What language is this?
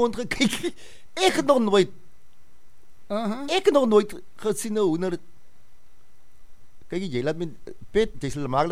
Afrikaans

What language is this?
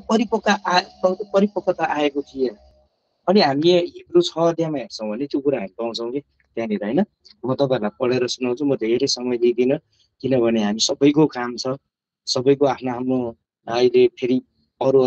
Nepali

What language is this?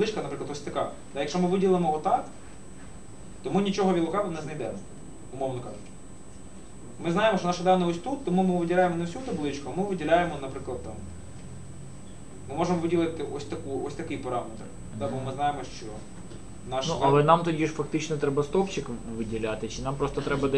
Ukrainian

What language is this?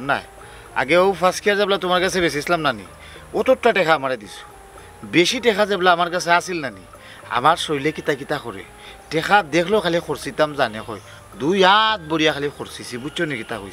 Sylheti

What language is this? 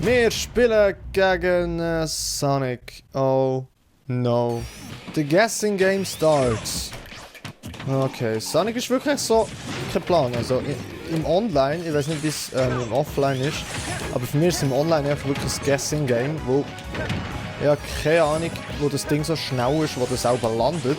Swiss German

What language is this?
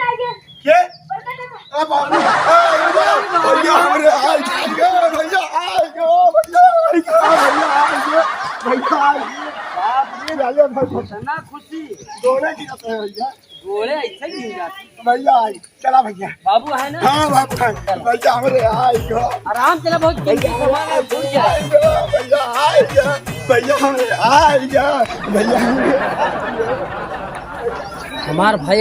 Awadhi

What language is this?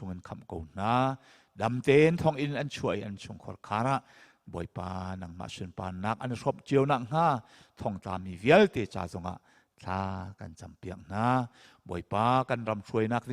Hakha Chin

